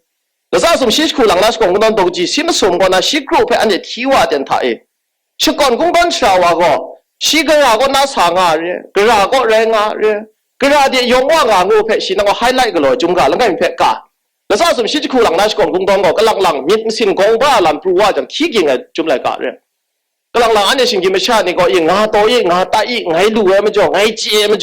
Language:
Kachin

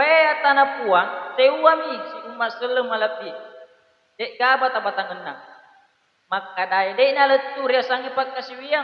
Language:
Buginese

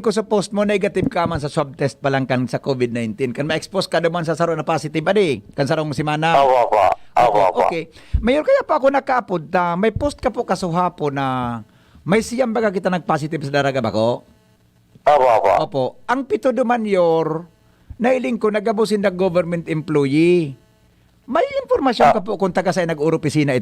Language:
Bikol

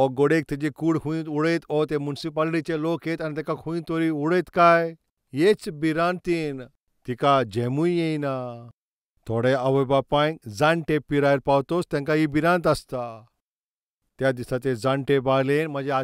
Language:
Konkani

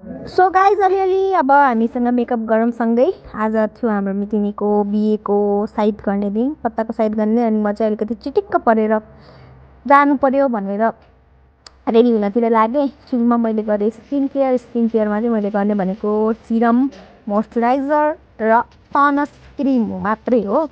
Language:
Nepali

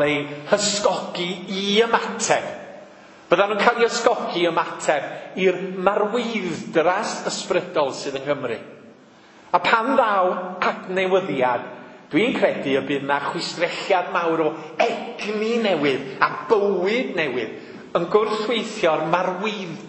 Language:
Welsh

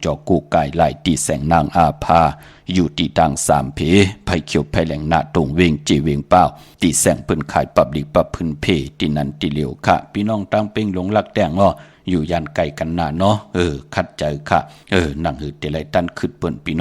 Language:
Shan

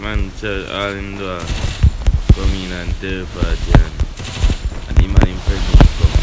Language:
Jamaican Creole English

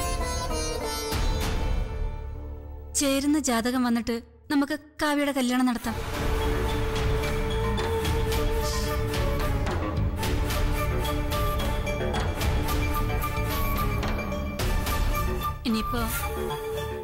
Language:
Malayalam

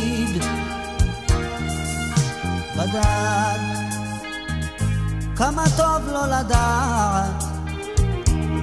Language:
Hebrew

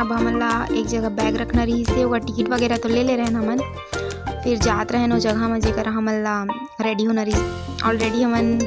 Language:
Chhattisgarhi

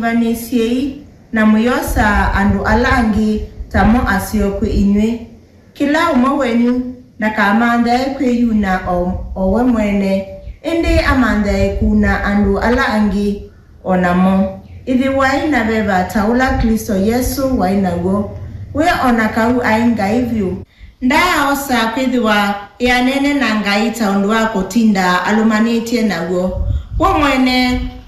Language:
Kamba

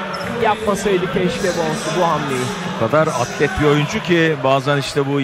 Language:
Turkish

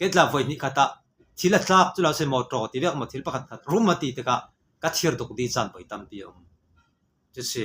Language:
Falam Chin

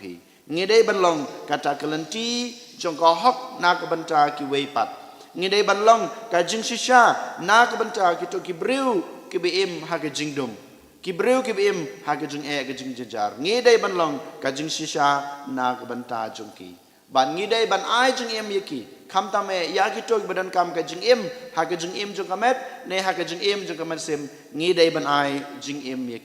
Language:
Khasi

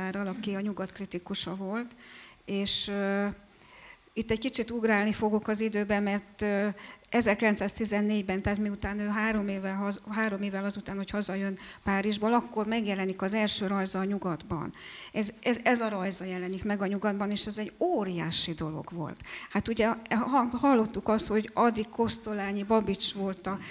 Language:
Hungarian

